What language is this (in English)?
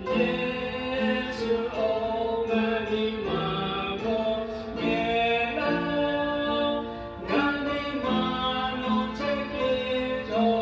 Lahu